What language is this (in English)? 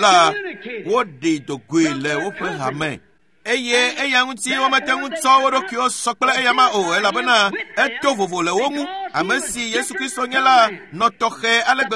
Ewe